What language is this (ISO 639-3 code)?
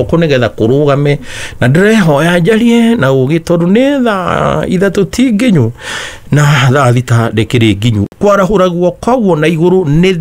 kik